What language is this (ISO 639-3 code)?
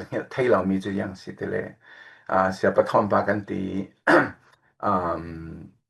cfm